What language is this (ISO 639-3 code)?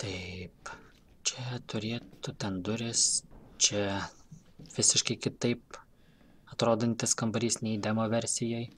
lit